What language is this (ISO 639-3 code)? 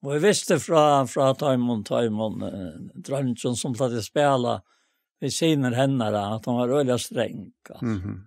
fao